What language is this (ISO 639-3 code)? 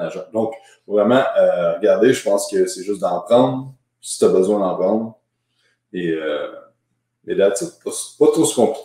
fra